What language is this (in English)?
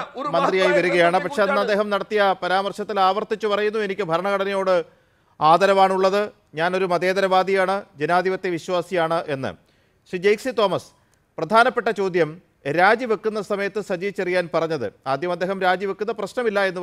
Malayalam